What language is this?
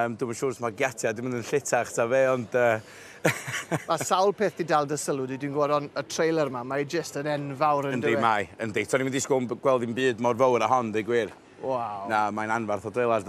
Welsh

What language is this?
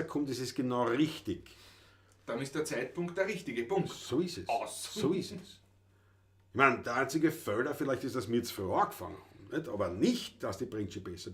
Bavarian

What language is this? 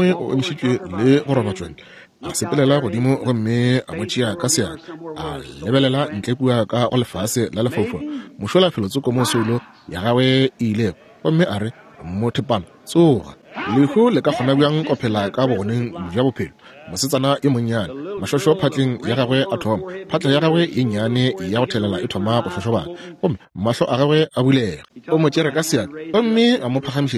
Northern Sotho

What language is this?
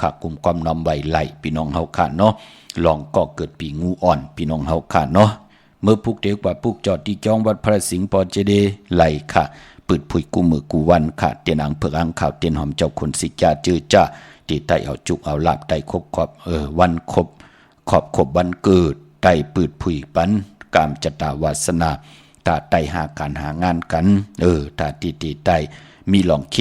Shan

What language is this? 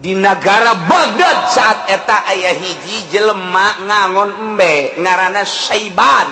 Sundanese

